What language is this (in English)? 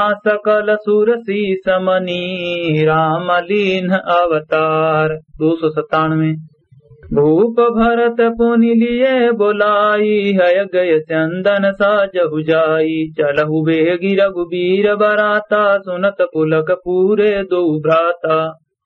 Awadhi